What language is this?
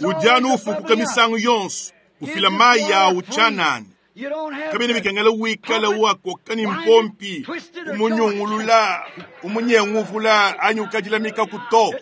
Luba-Lulua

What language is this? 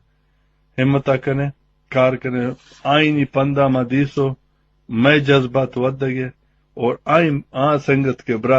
Baluchi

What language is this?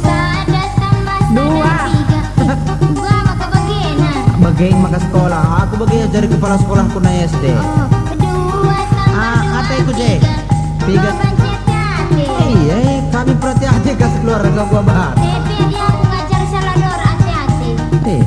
Batak Karo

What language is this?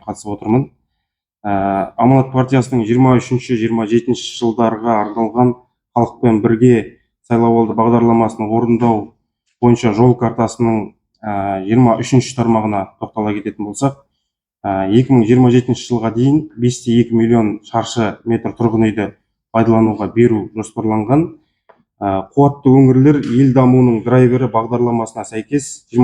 Kazakh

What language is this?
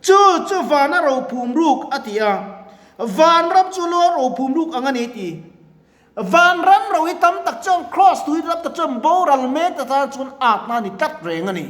Mizo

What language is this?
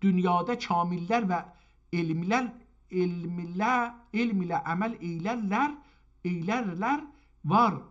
South Azerbaijani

